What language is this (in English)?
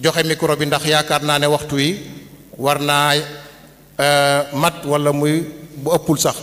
Wolof